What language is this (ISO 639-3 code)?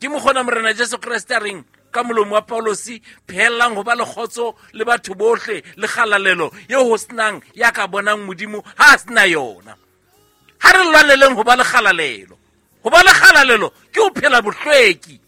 sot